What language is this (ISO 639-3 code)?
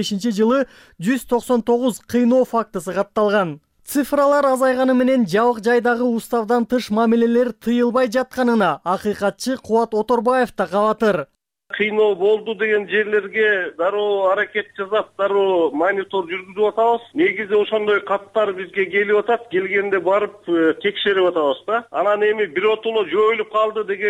kir